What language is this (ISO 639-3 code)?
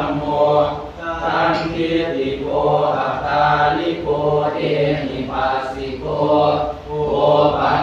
pli